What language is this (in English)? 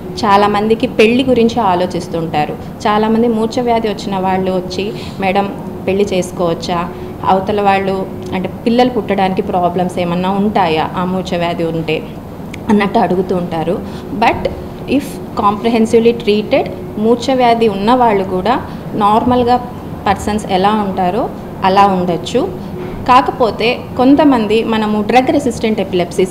Telugu